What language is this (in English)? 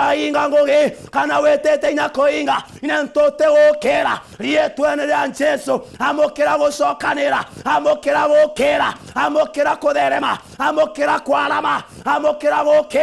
Meru